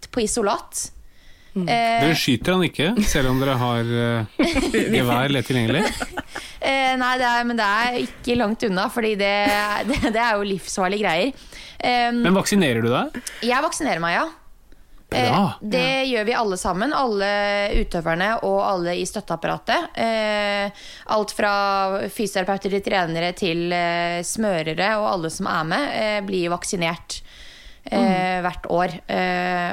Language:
Norwegian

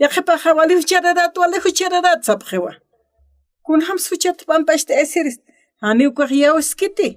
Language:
Aymara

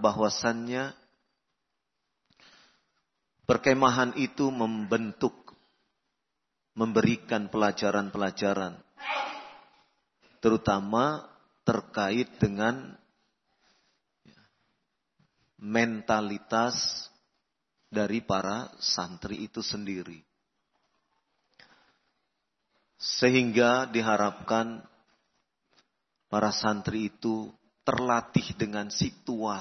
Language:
Indonesian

